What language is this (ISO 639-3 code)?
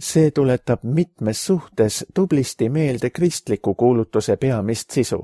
est